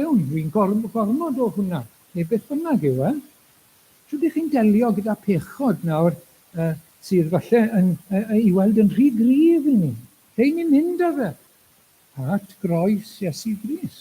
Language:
Welsh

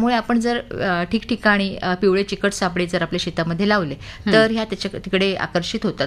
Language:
Marathi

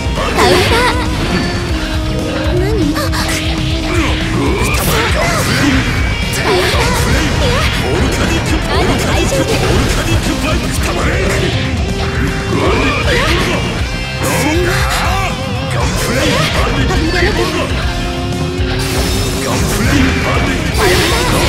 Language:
Japanese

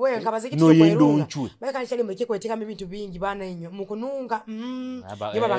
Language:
Nyoro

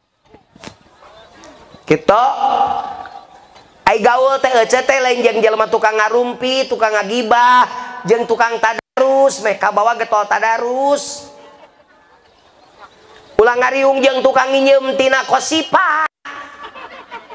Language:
Sundanese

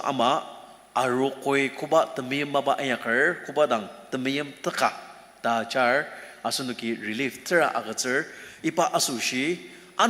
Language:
Ao Naga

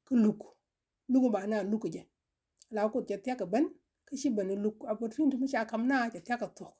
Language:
Nuer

